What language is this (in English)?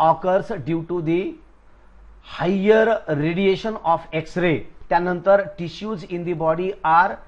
Marathi